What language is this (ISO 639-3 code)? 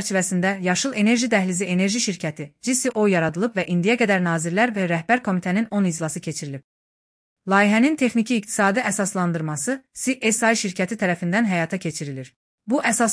aze